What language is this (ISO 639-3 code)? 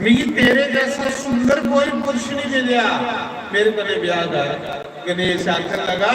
doi